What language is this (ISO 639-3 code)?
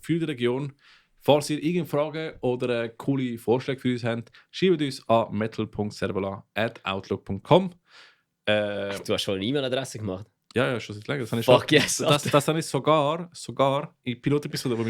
gsw